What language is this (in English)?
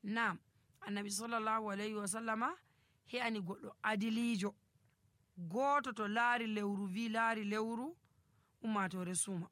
Nigerian Fulfulde